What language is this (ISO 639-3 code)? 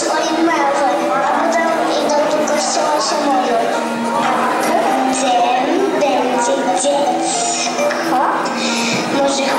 pol